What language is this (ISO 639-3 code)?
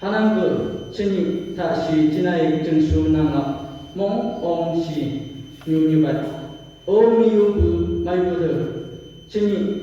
nph